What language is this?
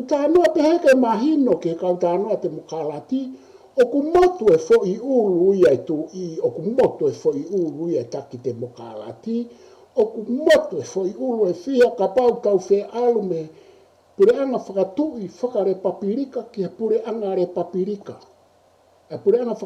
Tongan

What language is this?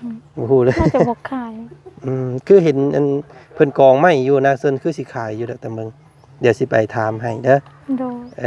Lao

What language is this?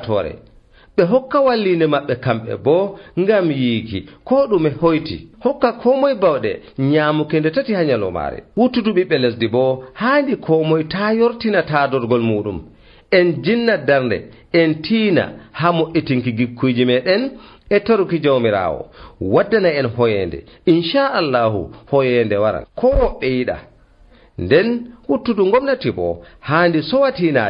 Nigerian Fulfulde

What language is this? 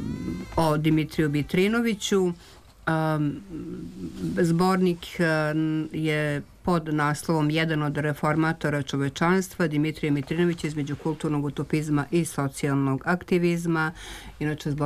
Serbian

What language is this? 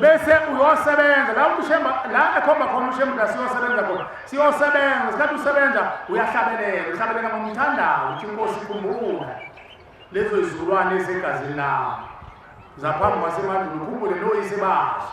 Zulu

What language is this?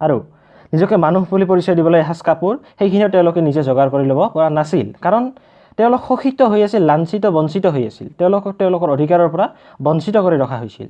Assamese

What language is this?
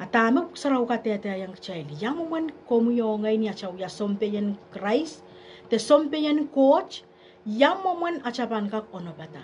Pohnpeian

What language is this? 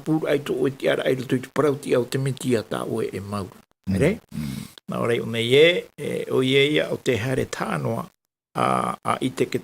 Tahitian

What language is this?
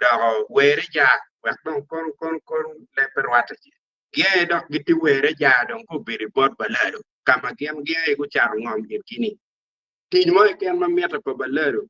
Acoli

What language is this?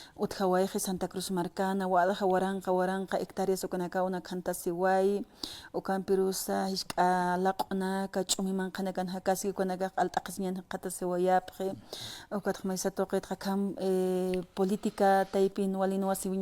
Aymara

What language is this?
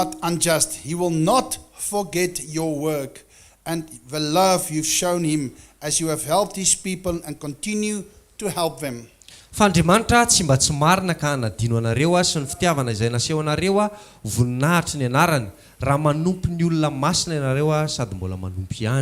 Malagasy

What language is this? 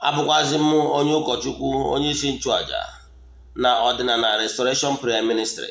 Igbo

